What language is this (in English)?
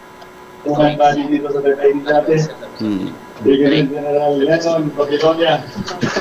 Filipino